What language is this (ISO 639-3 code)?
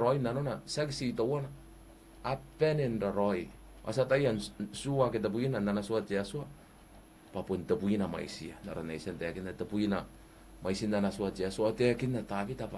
gil